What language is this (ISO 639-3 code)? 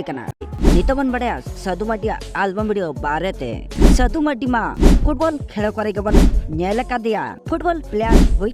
sat